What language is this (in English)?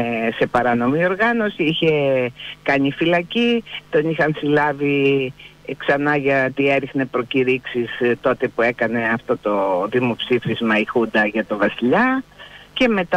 Greek